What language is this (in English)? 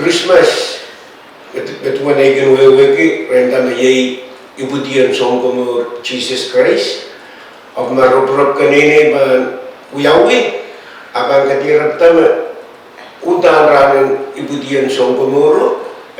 Pohnpeian